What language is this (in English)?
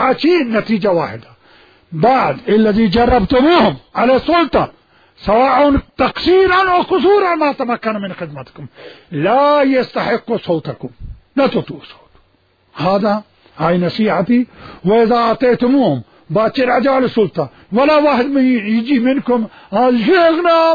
Mesopotamian Arabic